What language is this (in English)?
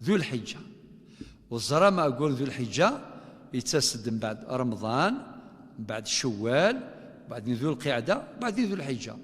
Kabyle